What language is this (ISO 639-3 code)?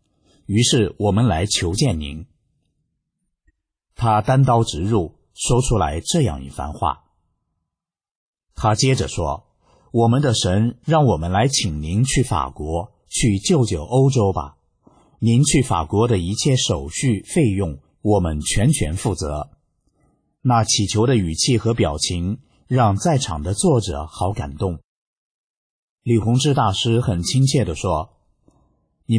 zho